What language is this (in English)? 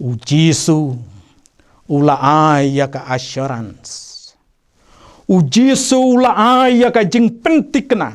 Khasi